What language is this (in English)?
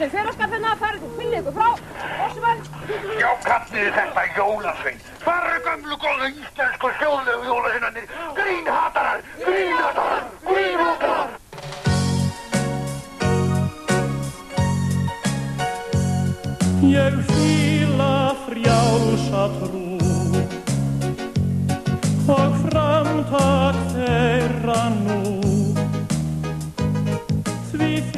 Icelandic